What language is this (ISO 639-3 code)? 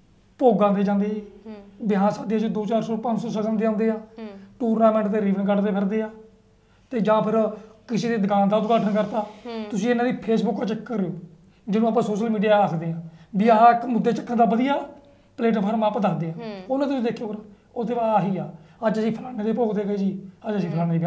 pan